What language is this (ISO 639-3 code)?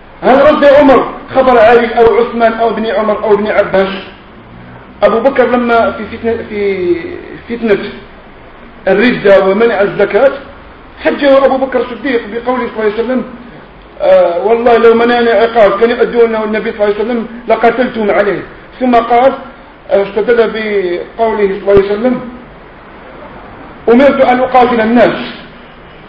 ara